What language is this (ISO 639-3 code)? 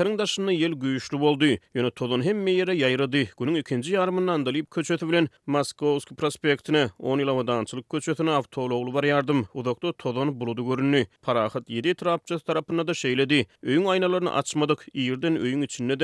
tuk